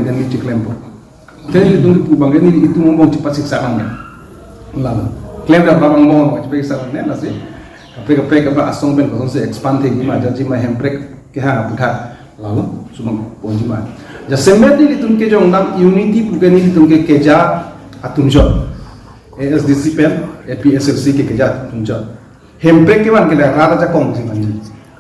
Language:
Karbi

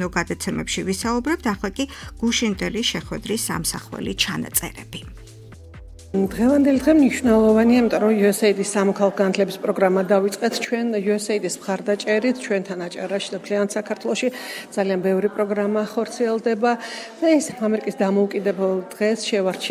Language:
Georgian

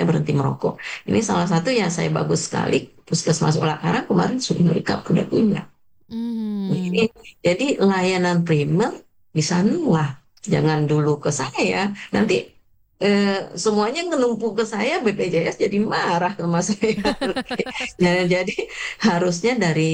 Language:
Indonesian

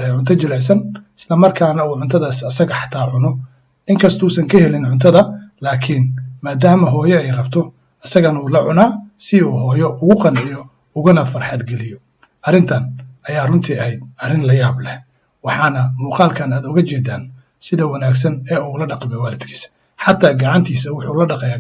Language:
Somali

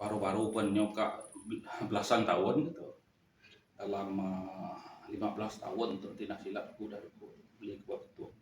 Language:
Iban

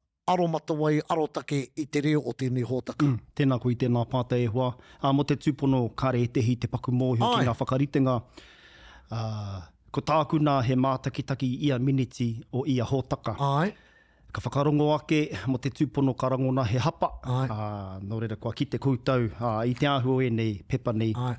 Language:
Māori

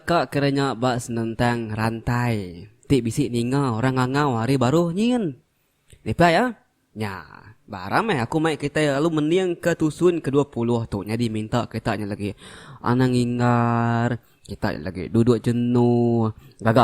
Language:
Iban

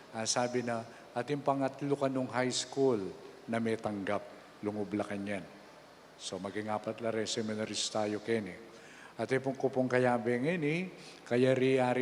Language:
Pampanga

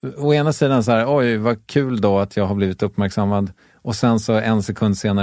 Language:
Swedish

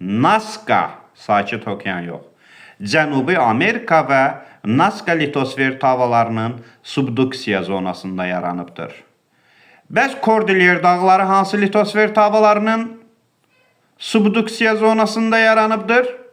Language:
Azerbaijani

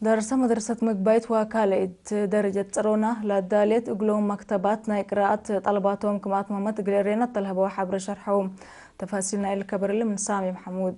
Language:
Tigre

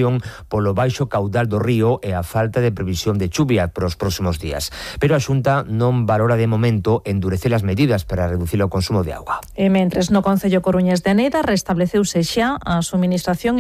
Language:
Galician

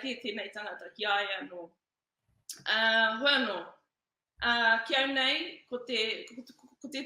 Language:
Māori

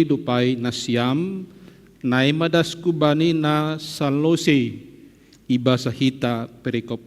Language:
Batak Simalungun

